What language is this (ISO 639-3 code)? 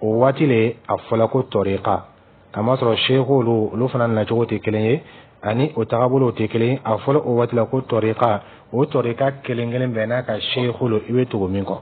dyu